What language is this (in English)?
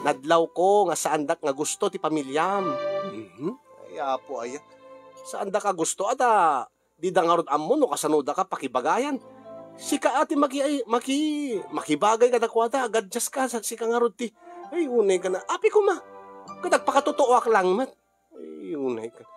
Iloko